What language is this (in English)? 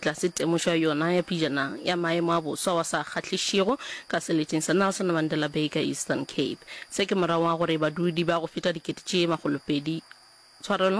Northern Sotho